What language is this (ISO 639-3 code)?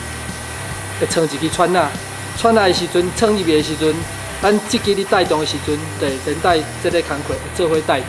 nan